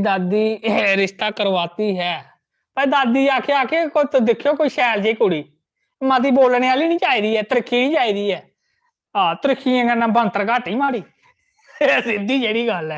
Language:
Dogri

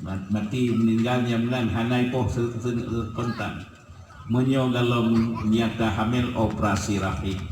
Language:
Achinese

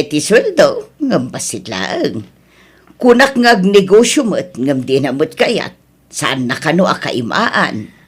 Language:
Iloko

